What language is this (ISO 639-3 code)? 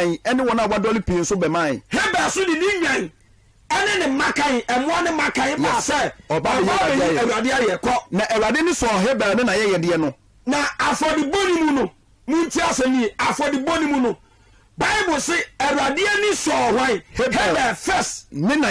aka